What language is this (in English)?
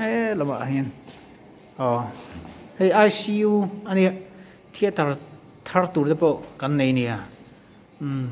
Mizo